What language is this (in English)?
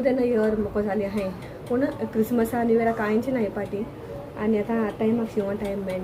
Konkani